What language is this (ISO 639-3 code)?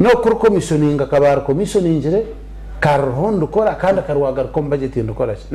nyn